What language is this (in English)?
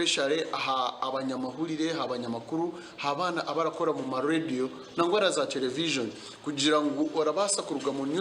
Nyankole